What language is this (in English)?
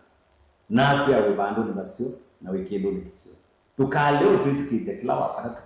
Kamba